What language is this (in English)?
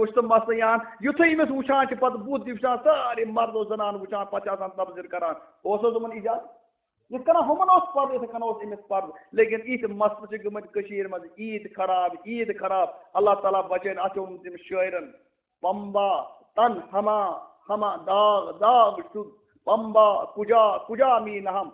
Kashmiri